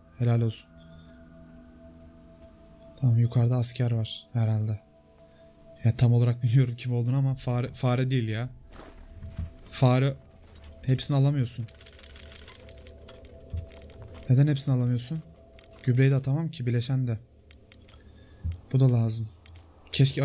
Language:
Turkish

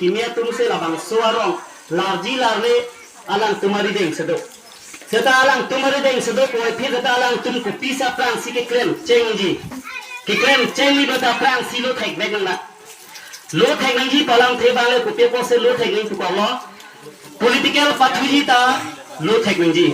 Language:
Karbi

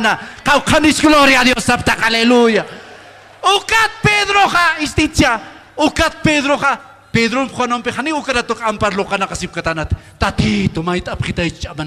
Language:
Aymara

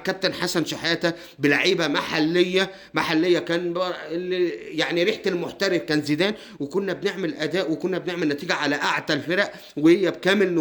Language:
Egyptian Arabic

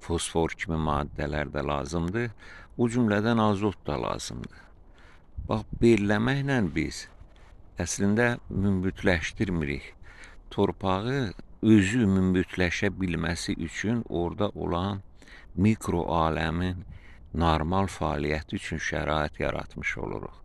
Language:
Azerbaijani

